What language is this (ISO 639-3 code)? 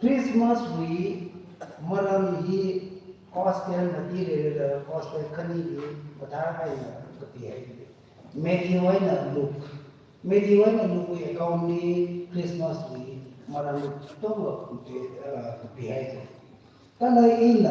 nmf